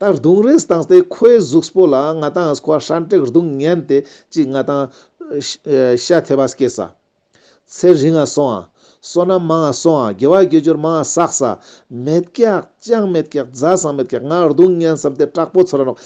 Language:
Ladakhi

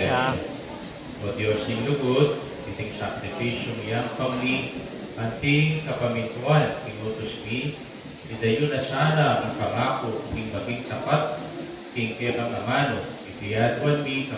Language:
Pampanga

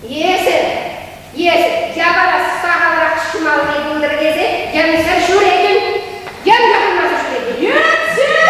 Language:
Chuvash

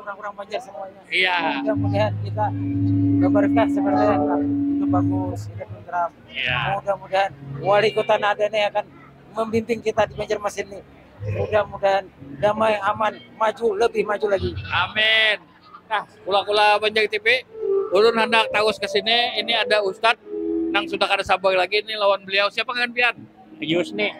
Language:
Banjar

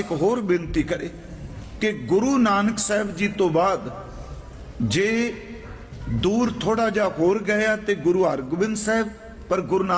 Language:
Punjabi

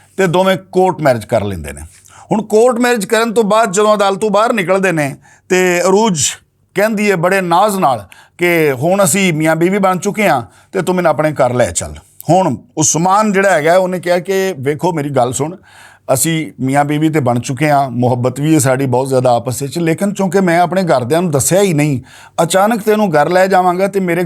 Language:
Western Panjabi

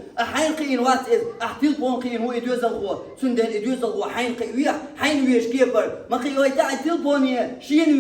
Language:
Chechen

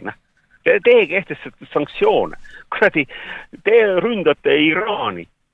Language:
Estonian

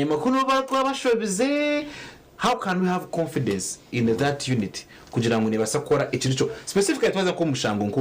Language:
Nyankole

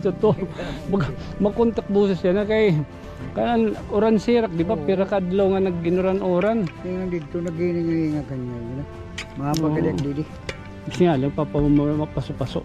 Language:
Waray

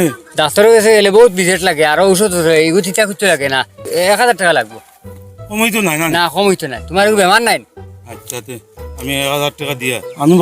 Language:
Sylheti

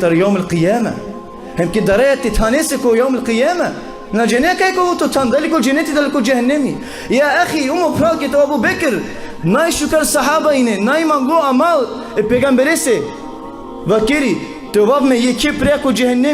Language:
Balkan Romani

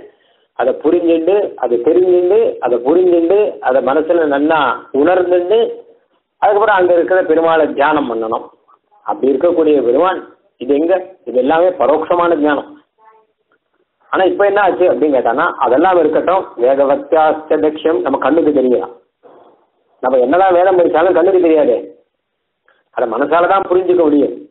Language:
Tamil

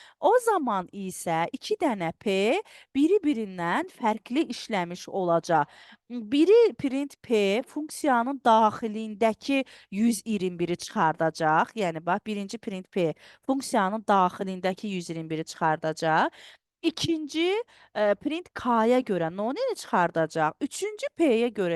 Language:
Azerbaijani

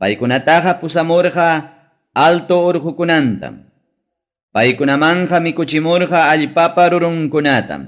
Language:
Ayacucho Quechua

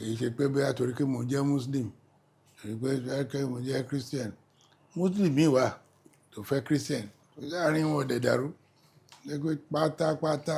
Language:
Yoruba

